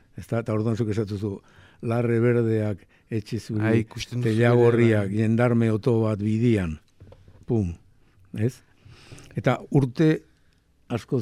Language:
Basque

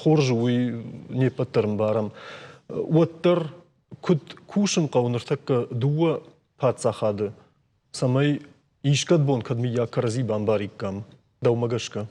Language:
Ossetic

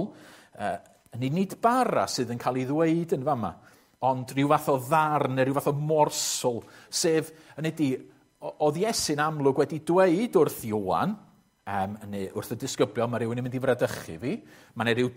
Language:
Welsh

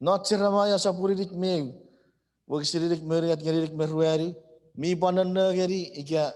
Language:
Chuukese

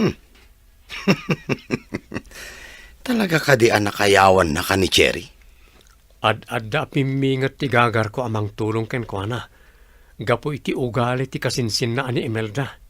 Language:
Iloko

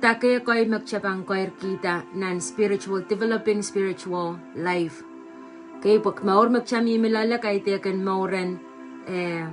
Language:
Pohnpeian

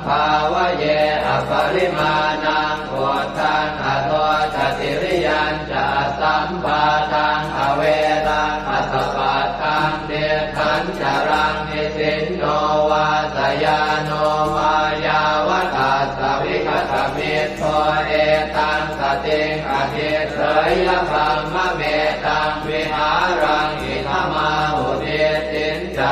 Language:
Pali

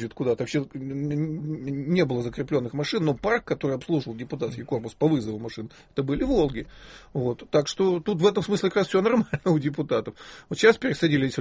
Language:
Russian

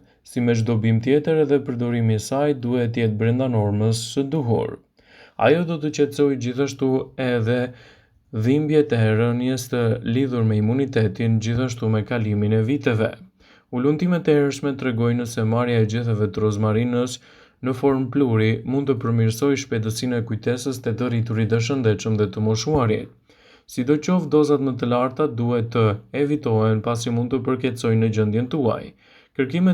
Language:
Albanian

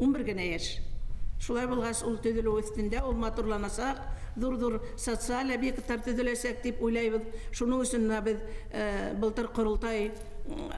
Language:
Bashkir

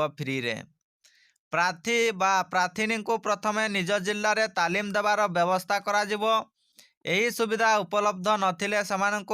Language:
Odia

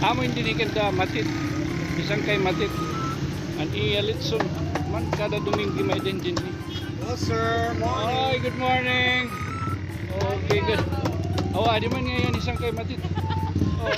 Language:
Waray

